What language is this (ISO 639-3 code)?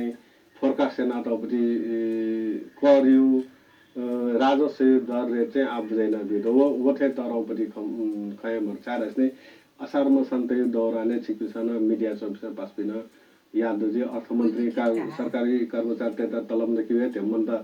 new